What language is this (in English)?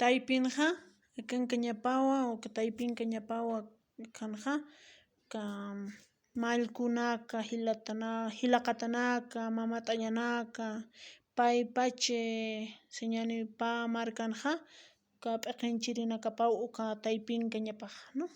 Aymara